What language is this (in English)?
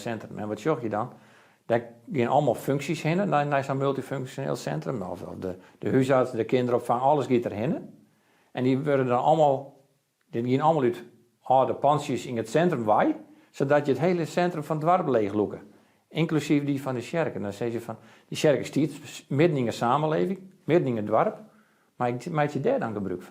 Western Frisian